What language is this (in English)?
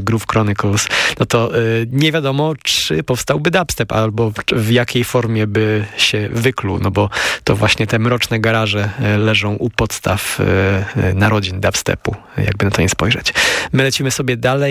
Polish